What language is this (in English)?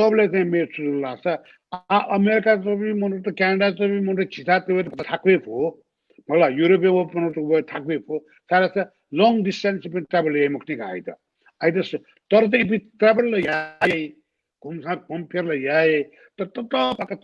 Newari